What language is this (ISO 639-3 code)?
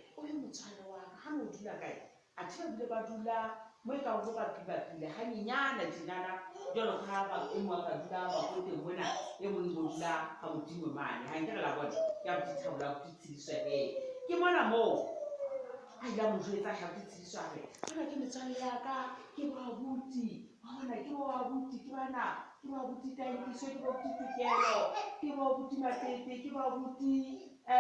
sot